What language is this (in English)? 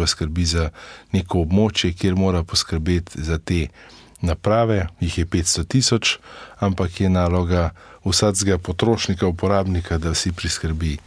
Slovenian